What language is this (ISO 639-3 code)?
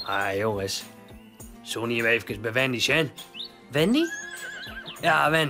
fry